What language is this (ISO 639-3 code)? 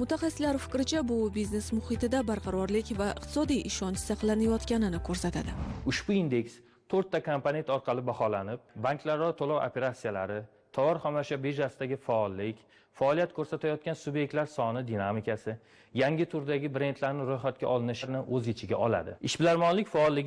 uzb